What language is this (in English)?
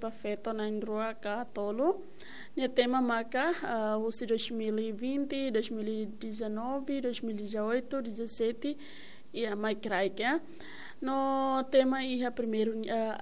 Tetum